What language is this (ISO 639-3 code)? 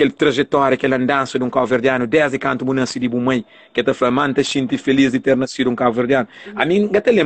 kea